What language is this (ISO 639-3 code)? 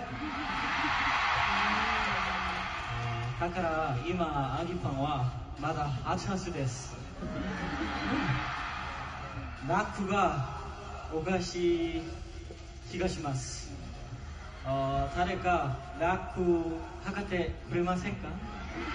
jpn